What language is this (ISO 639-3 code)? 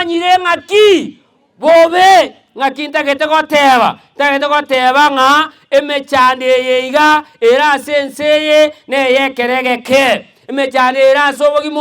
guz